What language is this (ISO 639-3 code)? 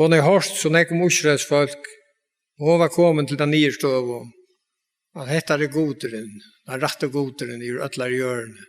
fao